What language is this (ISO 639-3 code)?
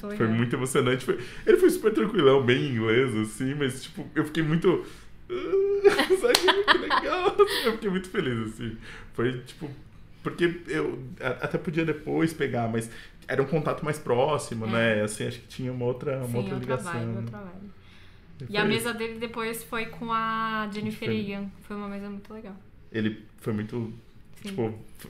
por